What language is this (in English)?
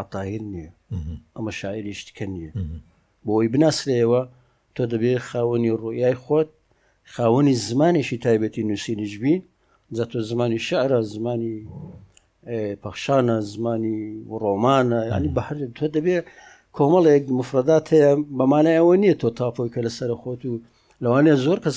Central Kurdish